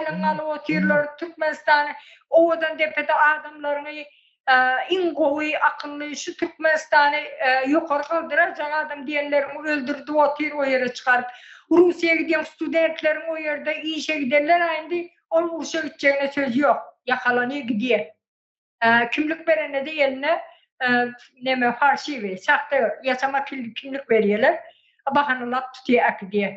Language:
Turkmen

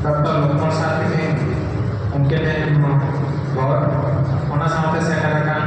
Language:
Santali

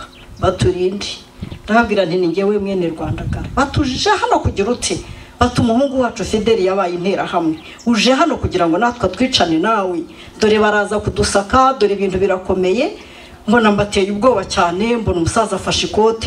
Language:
Kinyarwanda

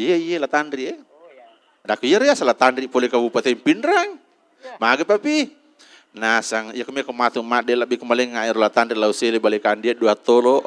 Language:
Buginese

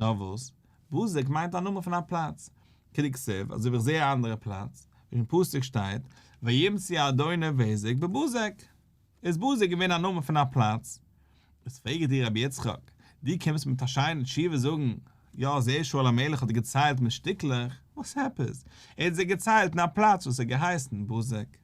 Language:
Yiddish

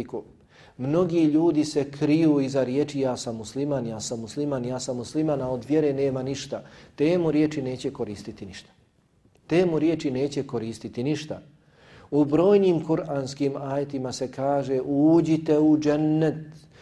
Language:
Bosnian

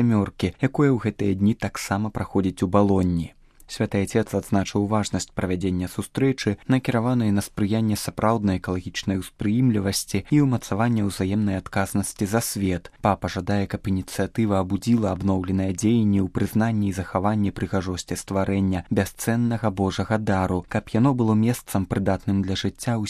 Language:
Belarusian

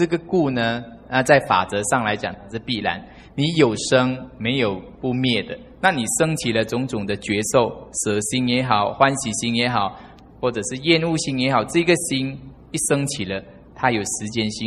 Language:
Chinese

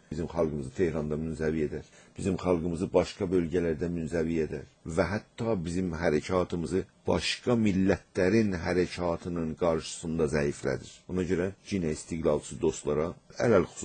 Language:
South Azerbaijani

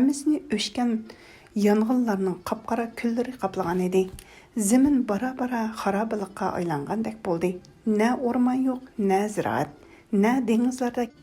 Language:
Uyghur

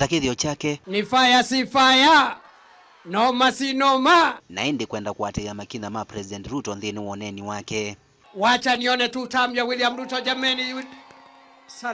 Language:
Kamba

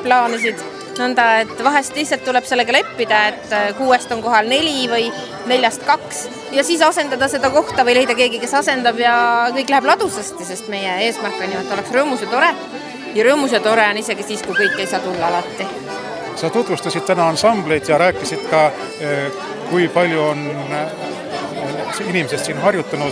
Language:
Estonian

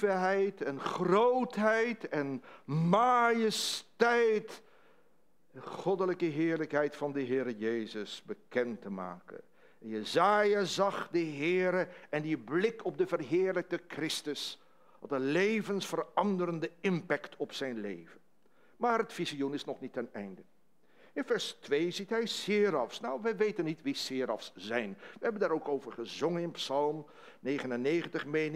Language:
Dutch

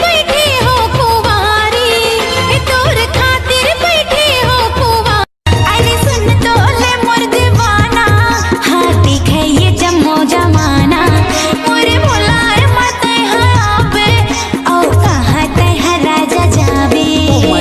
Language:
Chhattisgarhi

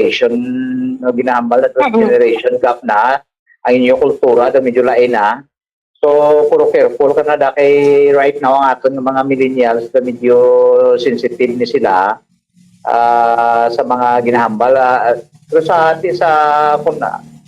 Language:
Hiligaynon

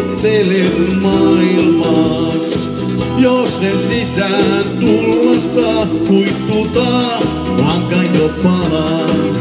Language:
Finnish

